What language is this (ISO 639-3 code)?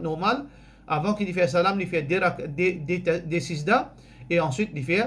mfe